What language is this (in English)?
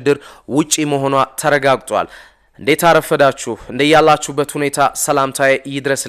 Amharic